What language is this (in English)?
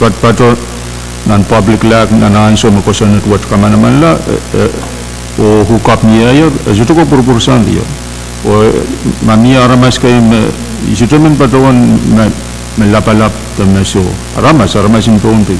Pohnpeian